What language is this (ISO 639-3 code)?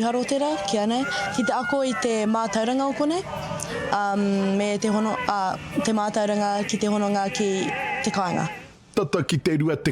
mri